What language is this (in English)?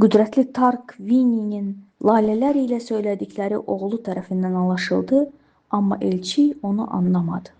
Azerbaijani